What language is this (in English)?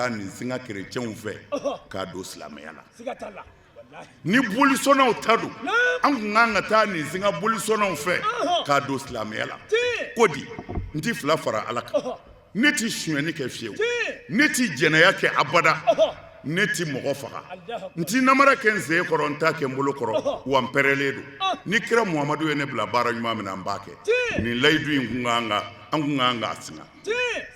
Bambara